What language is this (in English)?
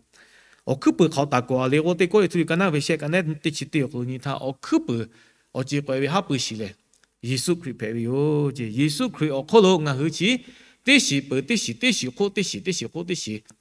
Lahu